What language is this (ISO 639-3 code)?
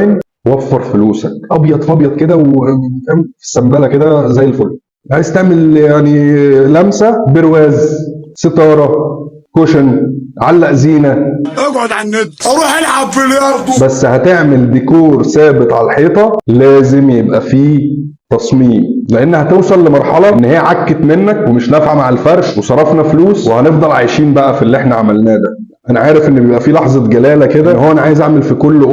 arz